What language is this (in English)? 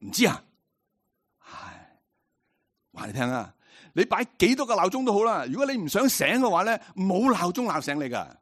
Cantonese